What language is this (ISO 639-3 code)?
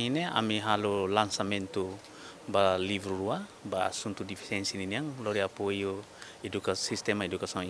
tet